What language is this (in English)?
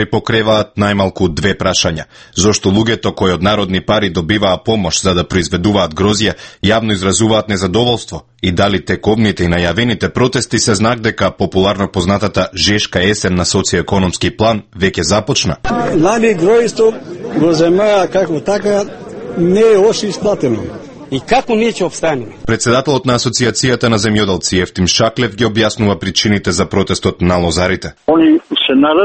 Macedonian